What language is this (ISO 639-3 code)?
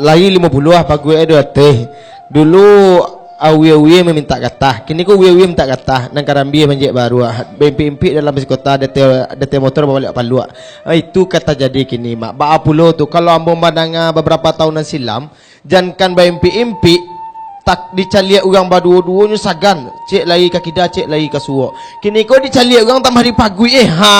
min